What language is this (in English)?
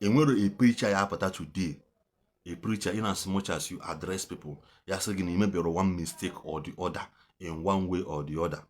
Igbo